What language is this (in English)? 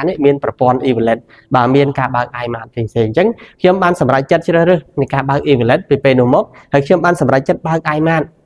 Khmer